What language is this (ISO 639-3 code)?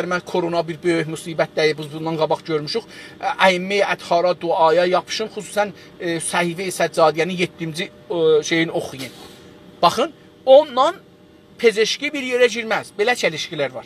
azb